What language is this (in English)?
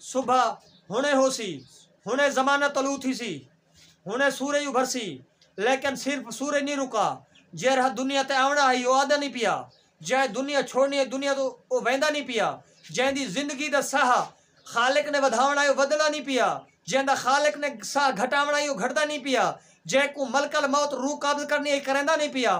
Saraiki